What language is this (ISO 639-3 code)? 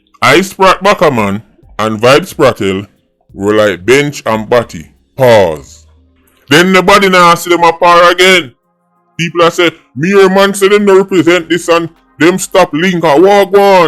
jam